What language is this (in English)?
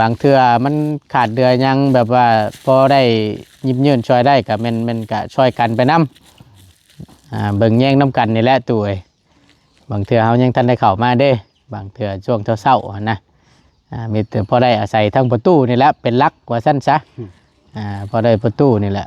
Northeastern Thai